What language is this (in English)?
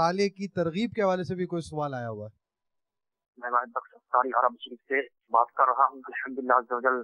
Urdu